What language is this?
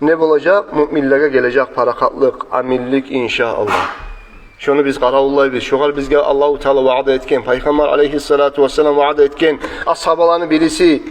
Kumyk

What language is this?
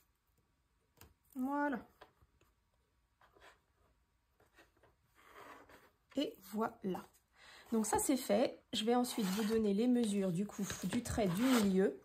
French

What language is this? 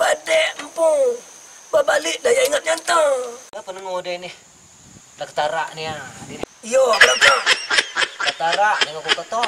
Minangkabau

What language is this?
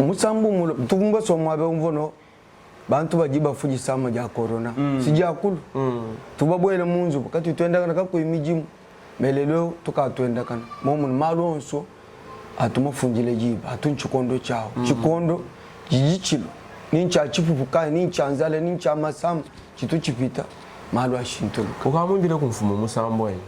Luba-Lulua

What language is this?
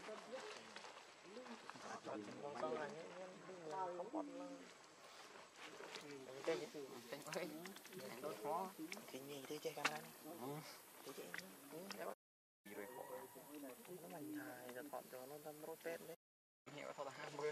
Vietnamese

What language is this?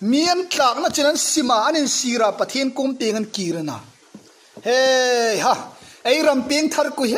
Hmar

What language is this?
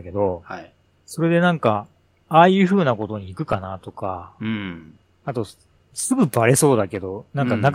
Japanese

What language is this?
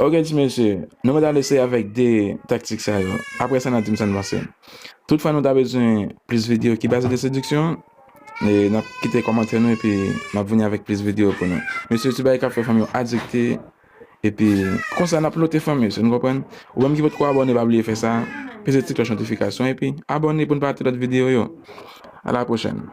Haitian Creole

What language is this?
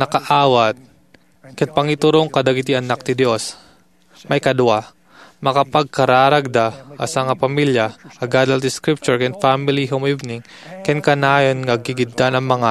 Iloko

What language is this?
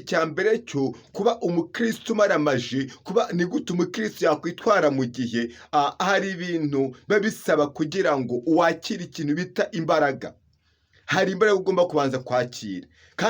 Kinyarwanda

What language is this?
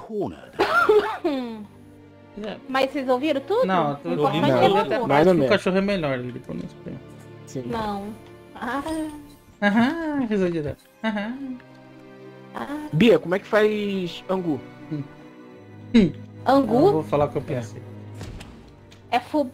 Portuguese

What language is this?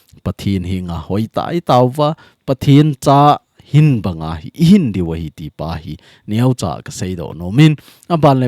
Thado Chin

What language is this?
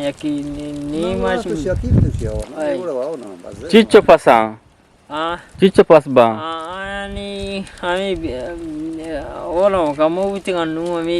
Eastern Balochi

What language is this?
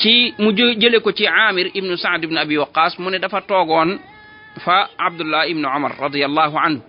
Wolof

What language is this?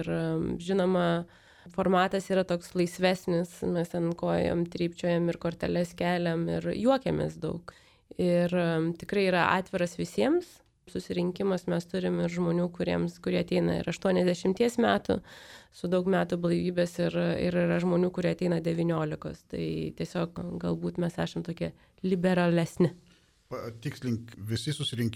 Lithuanian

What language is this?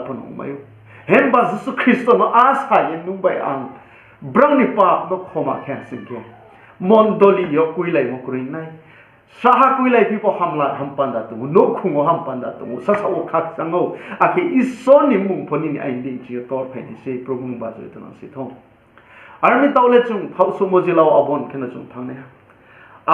Riang (India)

